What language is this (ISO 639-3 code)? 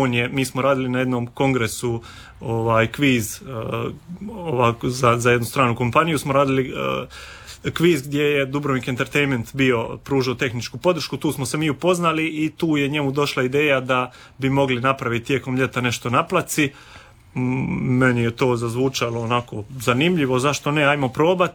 hrv